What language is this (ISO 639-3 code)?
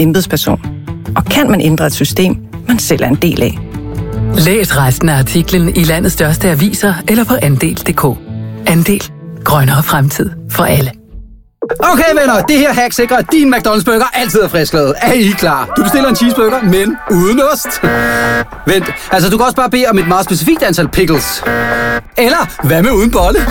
dan